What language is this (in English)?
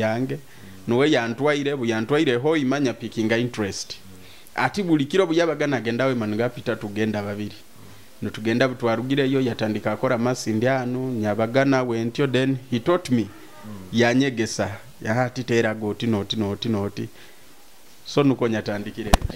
Nyoro